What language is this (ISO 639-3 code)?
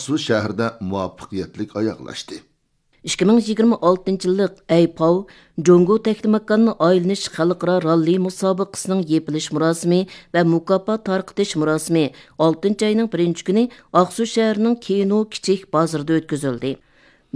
uig